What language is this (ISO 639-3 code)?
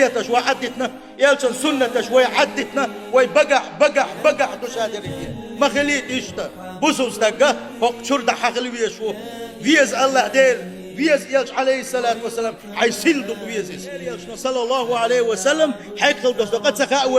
che